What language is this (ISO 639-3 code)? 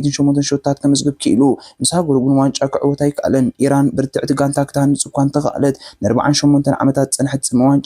tir